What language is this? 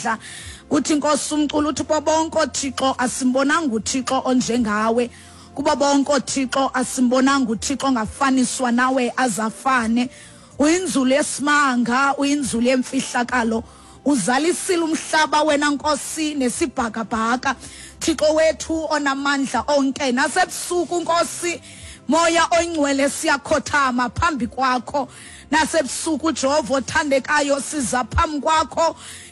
Xhosa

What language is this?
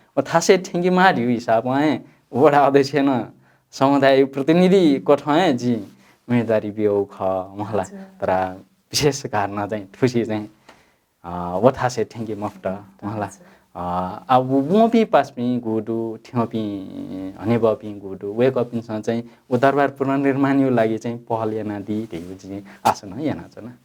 Newari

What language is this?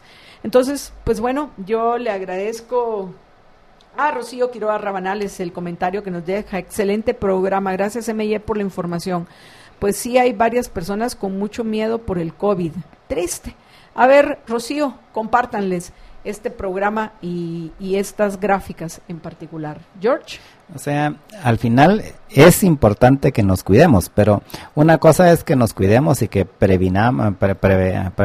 Spanish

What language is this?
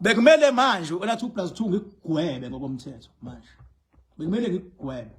Zulu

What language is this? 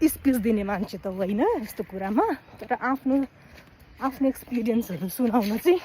Nepali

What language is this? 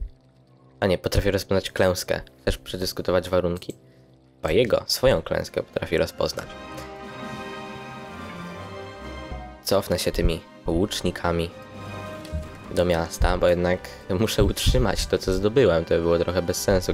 Polish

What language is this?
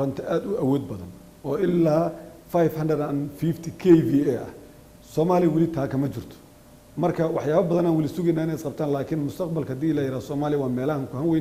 Somali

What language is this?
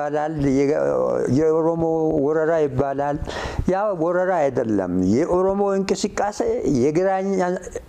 Amharic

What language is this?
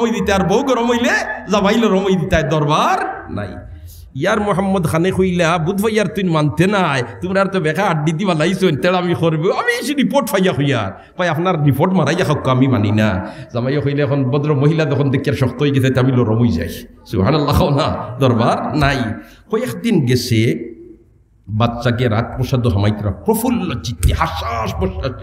Sylheti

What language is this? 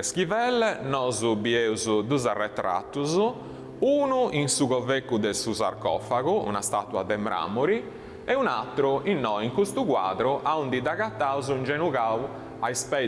Sardinian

